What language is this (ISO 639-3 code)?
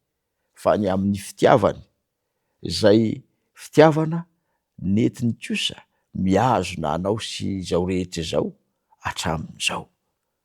mlg